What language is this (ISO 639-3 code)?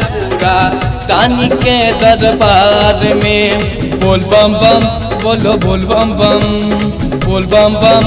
mai